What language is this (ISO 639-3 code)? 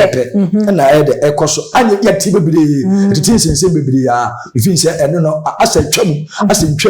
aka